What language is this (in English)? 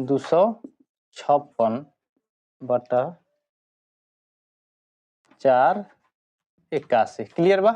Bhojpuri